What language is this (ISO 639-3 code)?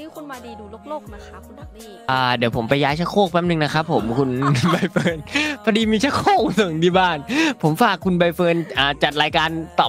tha